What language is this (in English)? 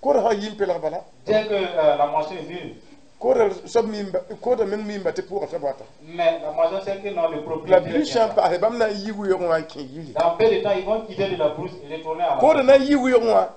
Mossi